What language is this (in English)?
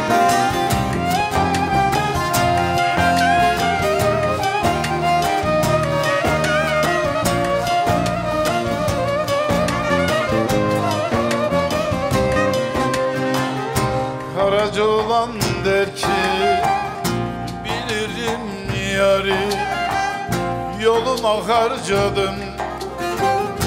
Turkish